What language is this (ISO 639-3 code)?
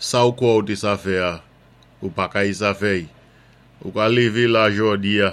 acf